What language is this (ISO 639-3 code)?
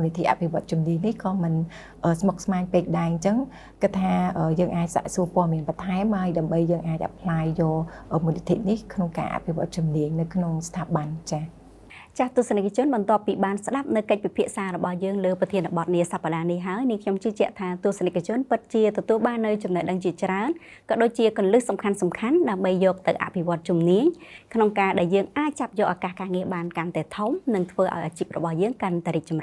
khm